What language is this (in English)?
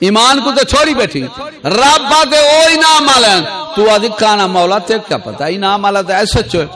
Saraiki